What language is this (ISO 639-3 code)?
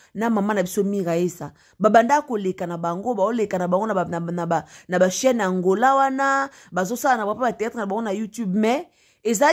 lin